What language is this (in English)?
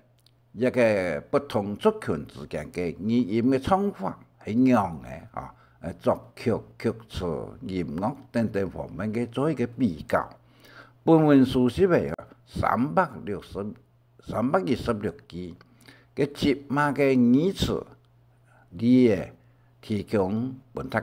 Hakka Chinese